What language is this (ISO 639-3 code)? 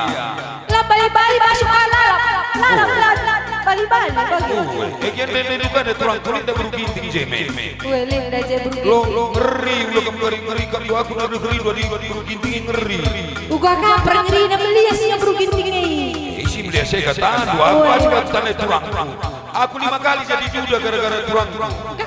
btx